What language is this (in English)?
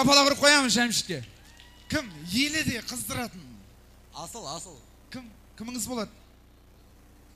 Kazakh